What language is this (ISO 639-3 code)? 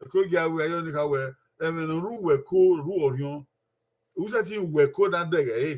bin